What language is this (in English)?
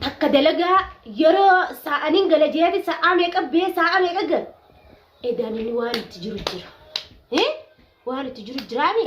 Oromo